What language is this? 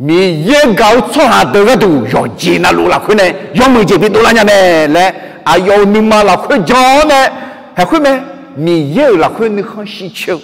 Akha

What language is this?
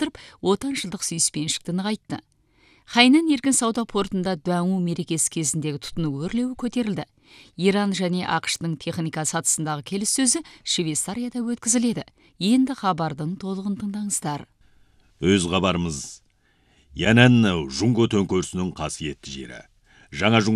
Kazakh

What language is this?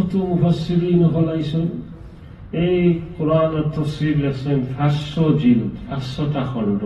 Sylheti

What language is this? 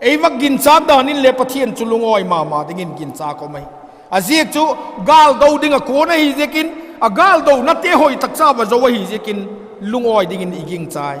Vaiphei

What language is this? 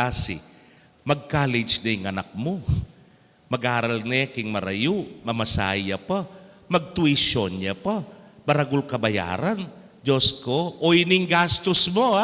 Pampanga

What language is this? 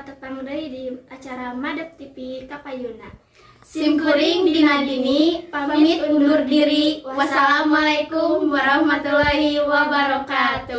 Sundanese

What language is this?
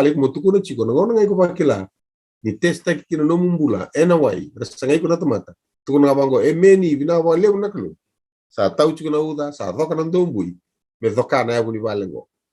Fijian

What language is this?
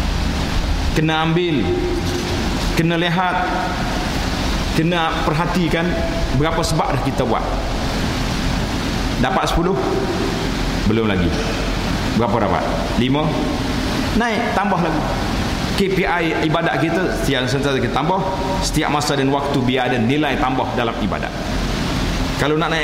Malay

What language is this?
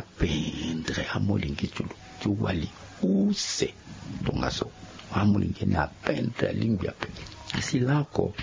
Sango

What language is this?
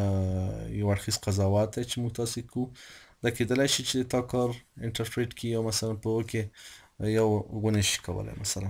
Pashto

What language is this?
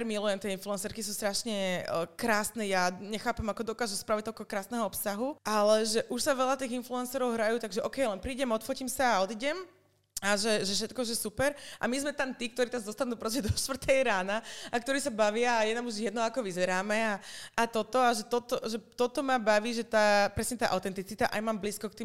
Slovak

